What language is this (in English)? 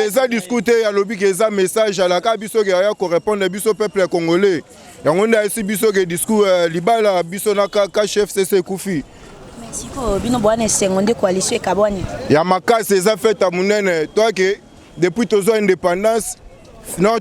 Lingala